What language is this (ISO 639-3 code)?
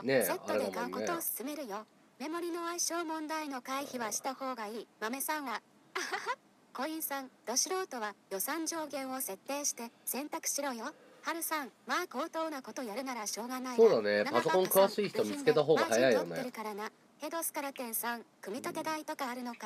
jpn